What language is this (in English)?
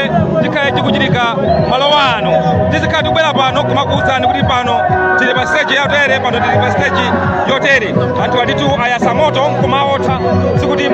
Nyanja